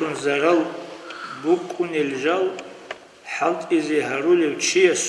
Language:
Avaric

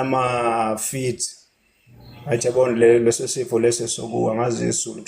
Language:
Zulu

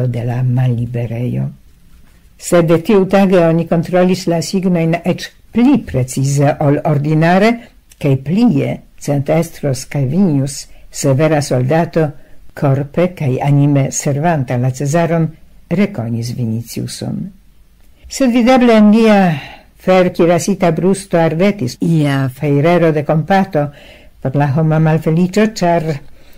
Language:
Esperanto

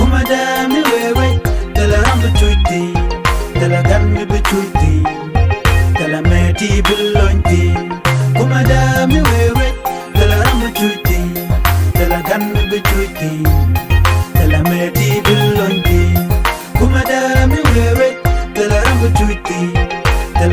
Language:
Nuer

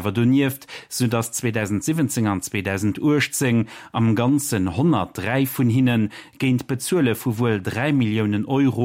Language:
Luxembourgish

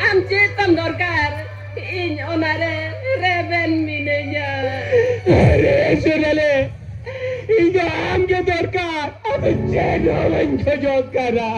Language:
Santali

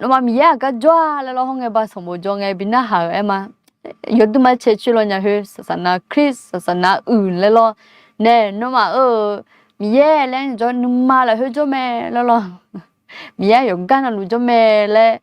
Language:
Akha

